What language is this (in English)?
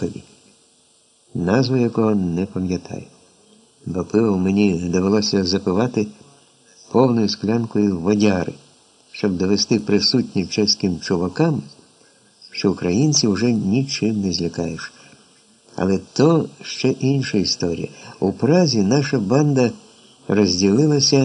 Ukrainian